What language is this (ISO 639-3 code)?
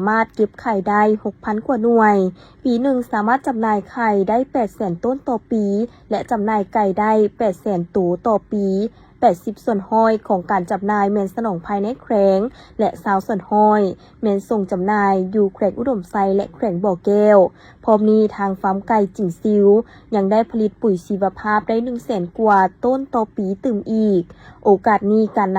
lao